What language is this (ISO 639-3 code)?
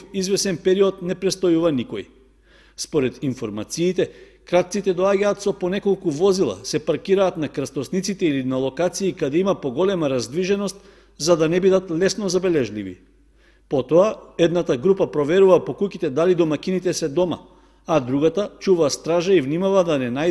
mkd